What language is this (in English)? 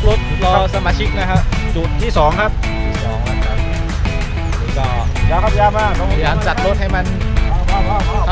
Thai